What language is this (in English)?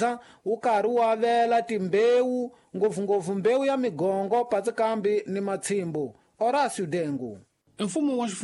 Tsonga